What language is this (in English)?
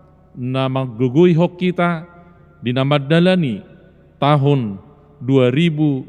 Batak Toba